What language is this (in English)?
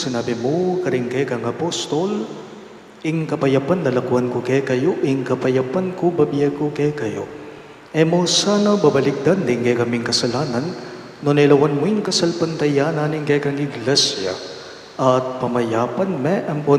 Pampanga